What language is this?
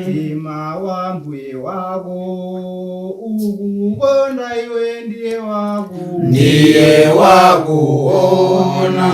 Nyanja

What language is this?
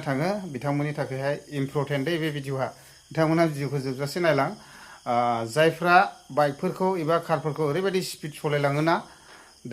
Bodo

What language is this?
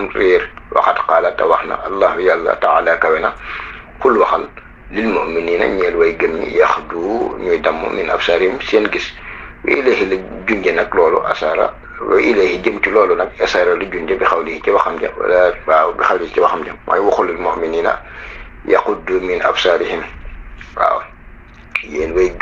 Wolof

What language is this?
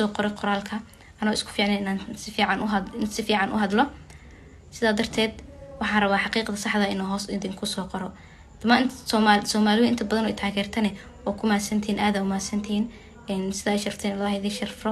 Somali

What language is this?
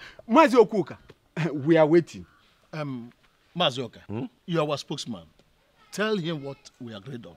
Nigerian Pidgin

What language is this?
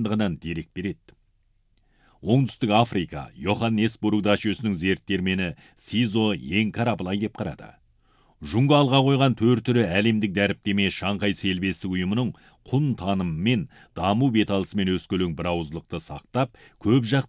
Kazakh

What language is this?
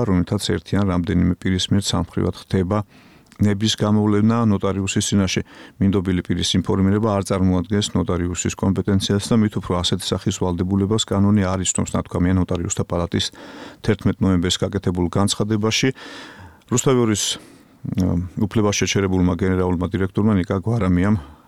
Georgian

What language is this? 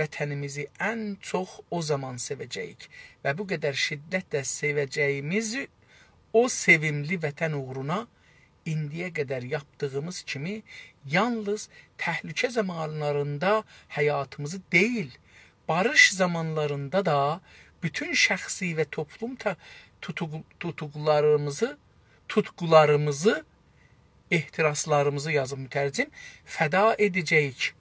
South Azerbaijani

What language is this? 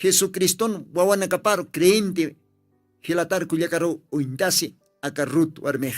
Aymara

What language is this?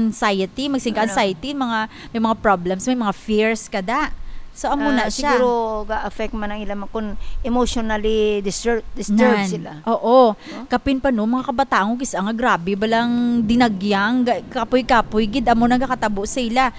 Hiligaynon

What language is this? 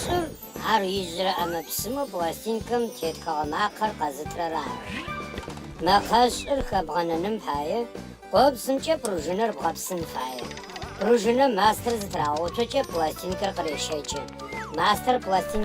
Adyghe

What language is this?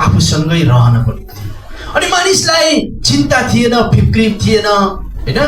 Nepali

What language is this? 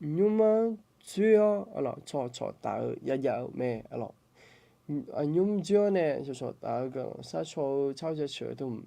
Akha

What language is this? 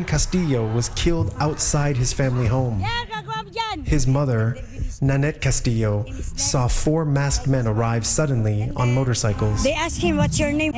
English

